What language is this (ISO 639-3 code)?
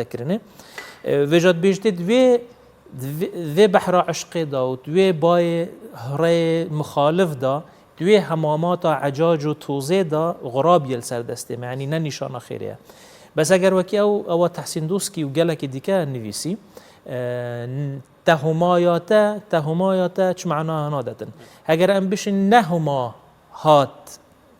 kur